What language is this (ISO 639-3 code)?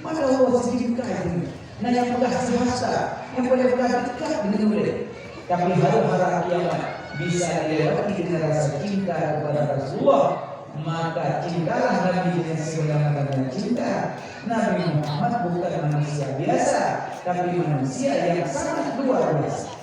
ace